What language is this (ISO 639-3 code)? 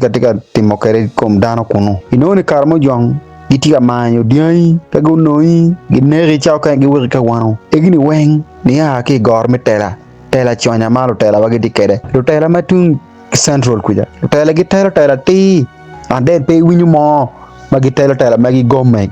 ach